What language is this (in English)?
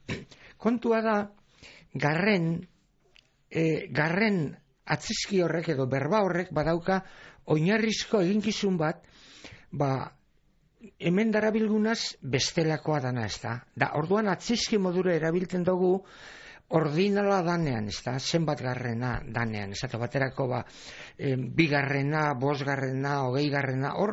Basque